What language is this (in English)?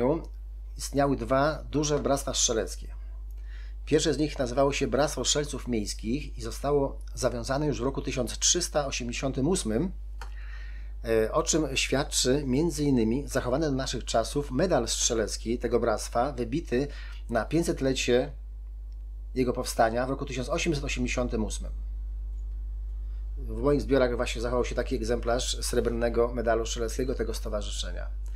Polish